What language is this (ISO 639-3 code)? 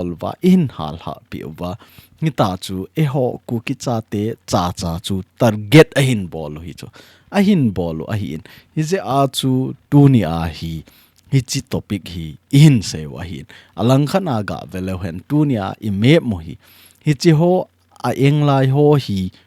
tcz